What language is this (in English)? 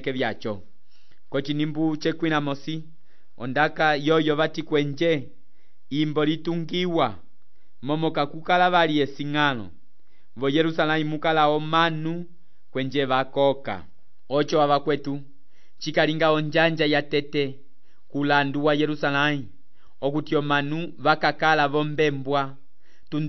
Umbundu